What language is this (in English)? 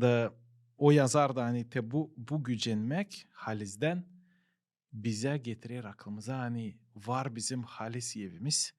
Gagauz